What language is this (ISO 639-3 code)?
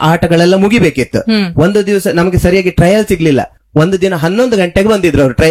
kan